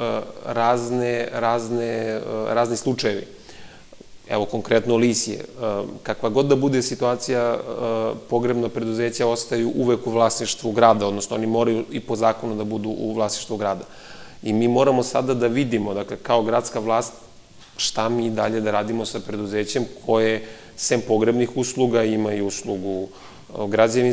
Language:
Serbian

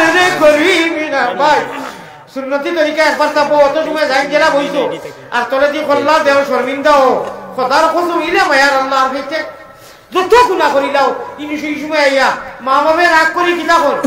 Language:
Sylheti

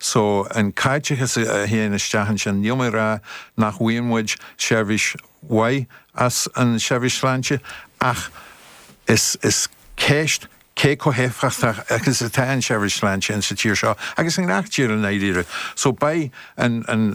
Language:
Irish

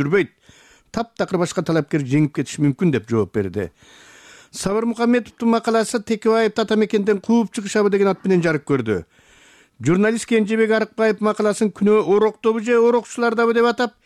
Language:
Kyrgyz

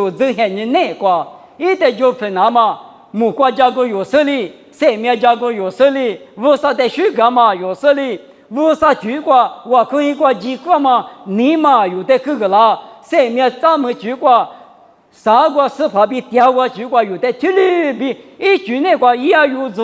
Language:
Lisu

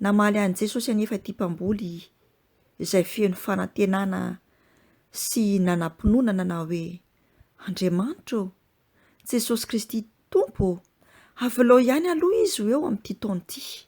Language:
Malagasy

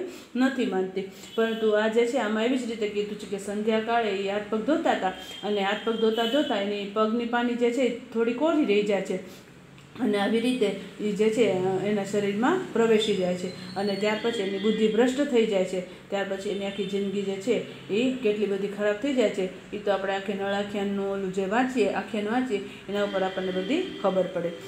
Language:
Gujarati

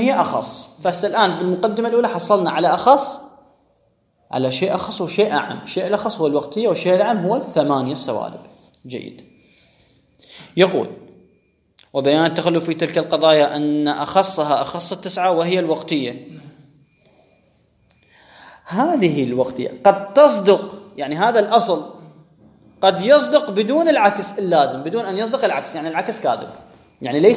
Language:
Arabic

